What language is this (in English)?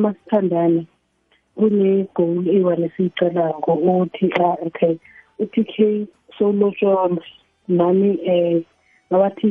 South Ndebele